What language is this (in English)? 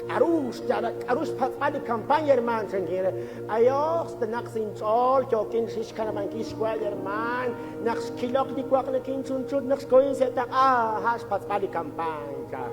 Kekchí